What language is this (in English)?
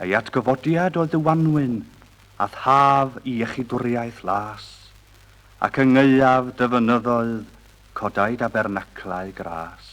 Welsh